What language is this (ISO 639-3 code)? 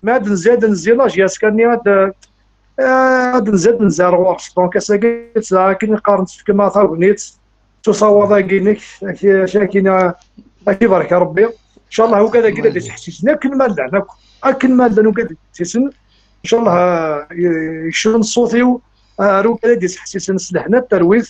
kab